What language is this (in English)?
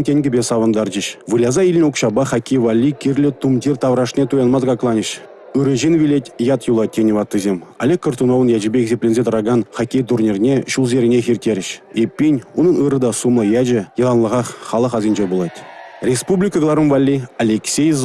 Chuvash